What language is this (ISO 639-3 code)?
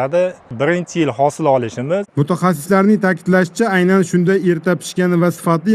uzb